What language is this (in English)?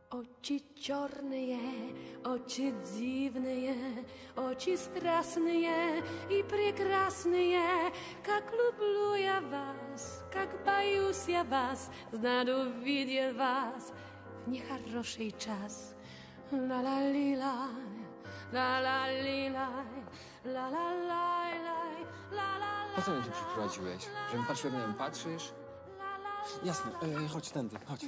Polish